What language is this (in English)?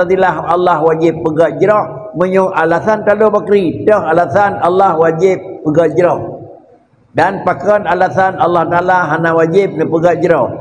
Achinese